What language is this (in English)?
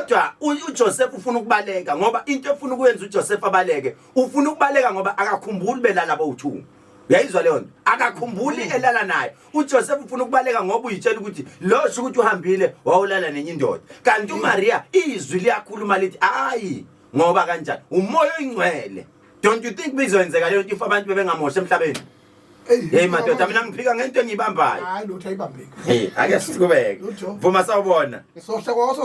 Zulu